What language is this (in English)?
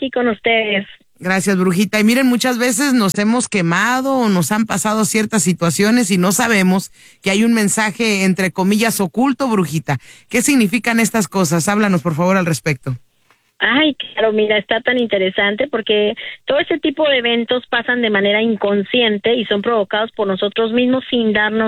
Spanish